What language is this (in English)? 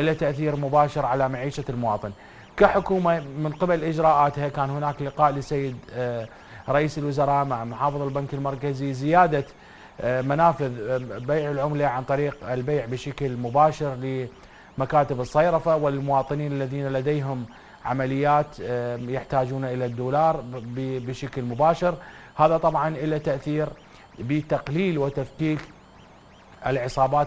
Arabic